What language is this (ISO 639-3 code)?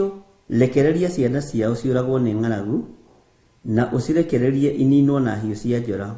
kik